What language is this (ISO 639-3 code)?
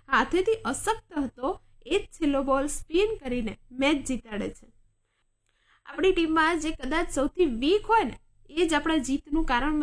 guj